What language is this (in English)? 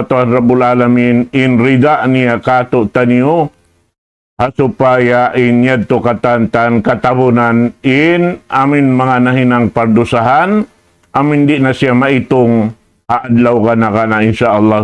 Tausug